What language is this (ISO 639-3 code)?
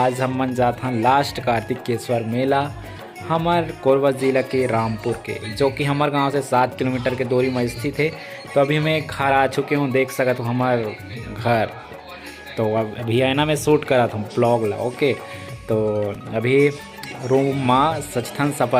hne